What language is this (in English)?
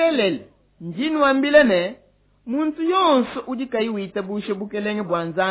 Luba-Lulua